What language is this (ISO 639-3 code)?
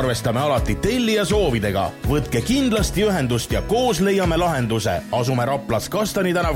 est